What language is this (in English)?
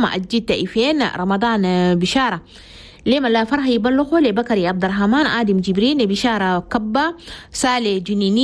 Chadian Arabic